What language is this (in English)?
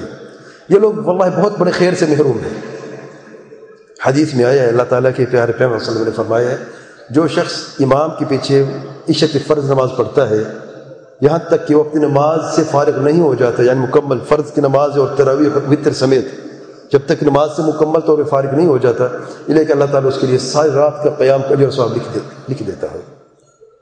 Urdu